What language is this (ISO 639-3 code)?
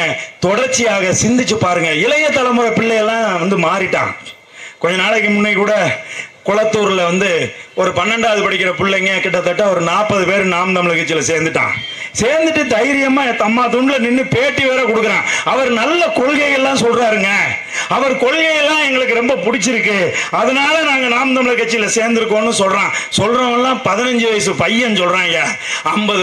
tam